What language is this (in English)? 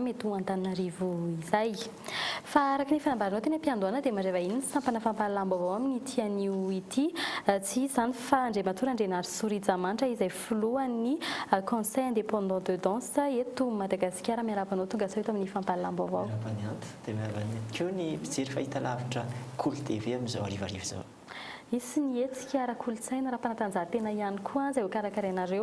Malagasy